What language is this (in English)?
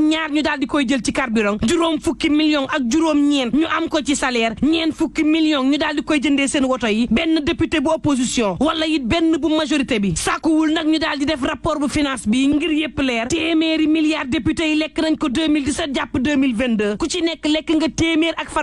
Wolof